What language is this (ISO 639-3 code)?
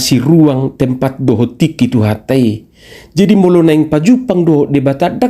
bbc